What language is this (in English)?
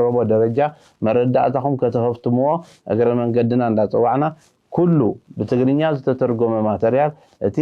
Tigrinya